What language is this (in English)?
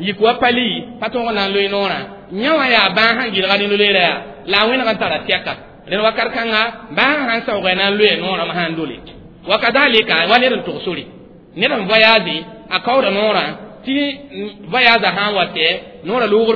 Mossi